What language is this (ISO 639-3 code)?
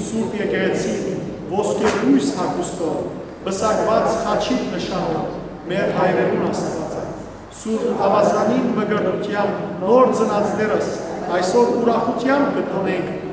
hyw